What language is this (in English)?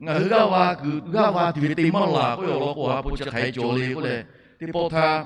Lahu